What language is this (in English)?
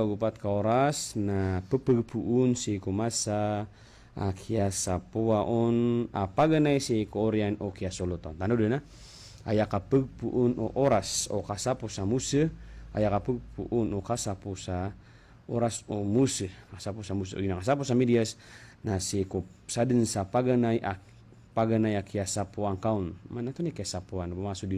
Maranao